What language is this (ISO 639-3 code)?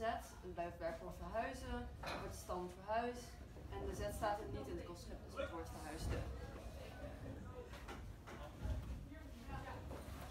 nld